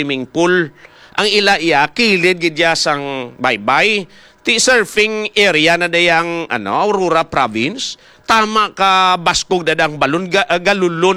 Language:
Hiligaynon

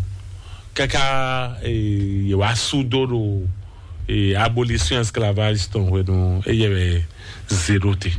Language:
Fon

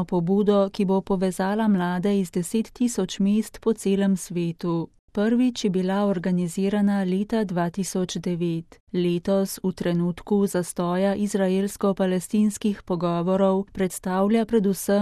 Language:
Slovenian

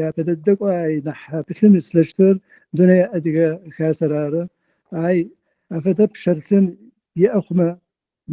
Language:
Adyghe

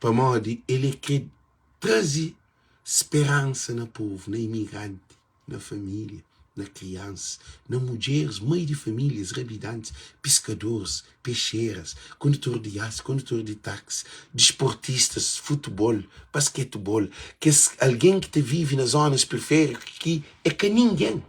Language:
Kabuverdianu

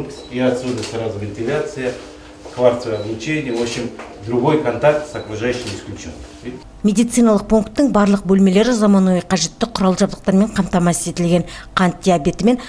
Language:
Kazakh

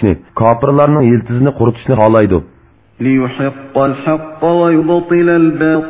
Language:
Uyghur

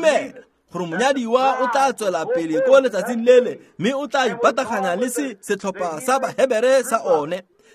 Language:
Tswana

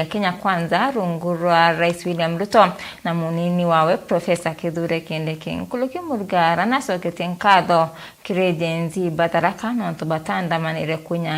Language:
Meru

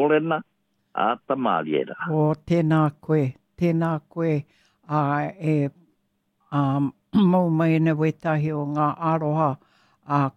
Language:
Māori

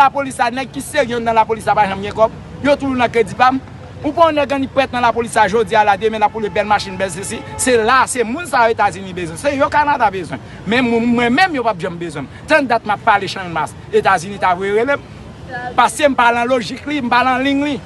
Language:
Haitian Creole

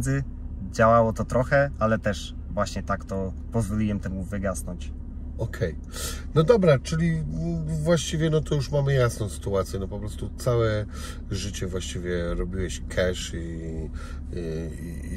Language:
Polish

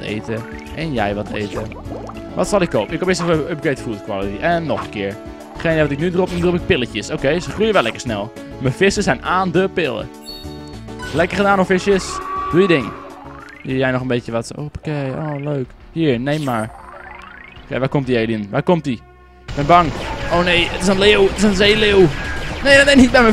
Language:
Dutch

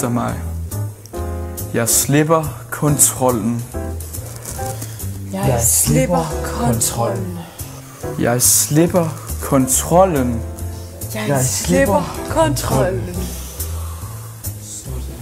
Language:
Danish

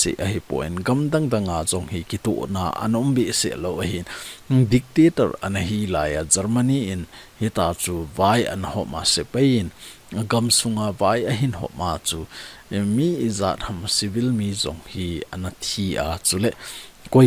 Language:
Thado Chin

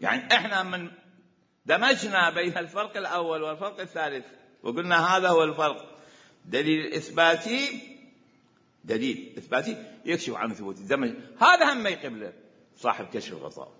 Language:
Mesopotamian Arabic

